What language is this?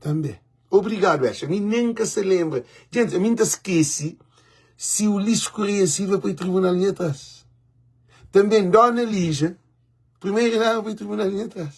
Kabuverdianu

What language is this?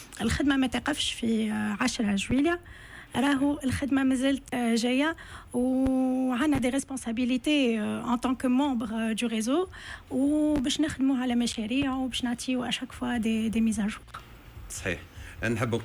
Tunisian Arabic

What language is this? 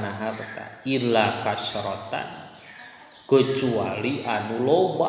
Sundanese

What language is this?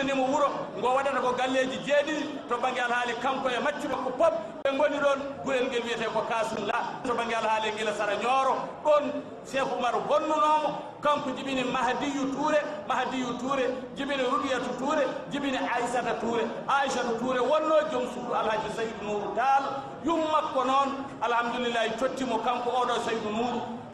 Fula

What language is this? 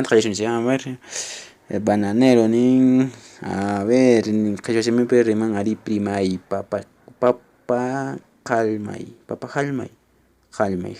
Quechua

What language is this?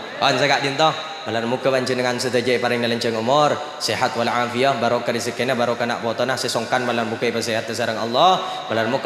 Madurese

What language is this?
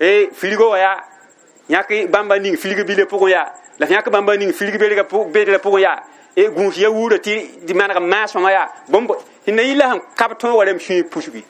Mossi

